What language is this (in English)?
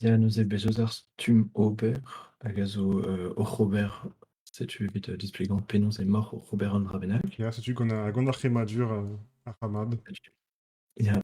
Breton